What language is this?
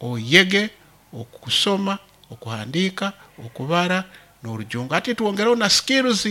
Nyankole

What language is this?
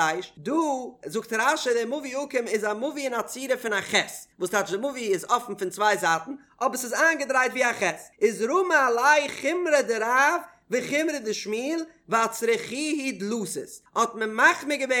Yiddish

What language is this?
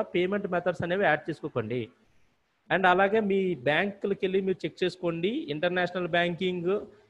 Telugu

